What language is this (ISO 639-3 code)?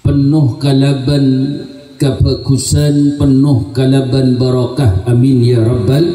mad